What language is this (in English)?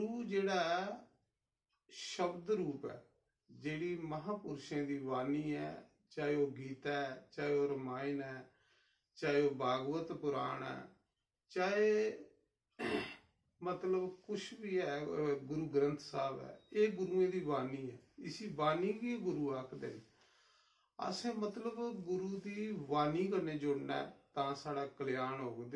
Dogri